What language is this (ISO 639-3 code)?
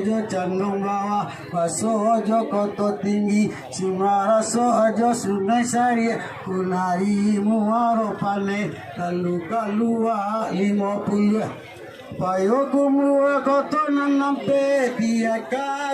min